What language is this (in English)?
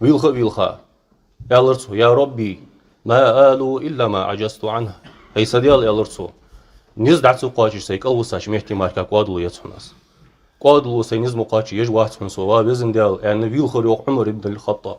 Ingush